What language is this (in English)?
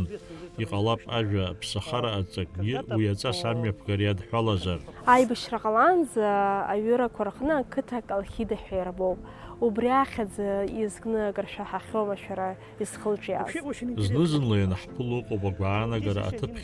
Abkhazian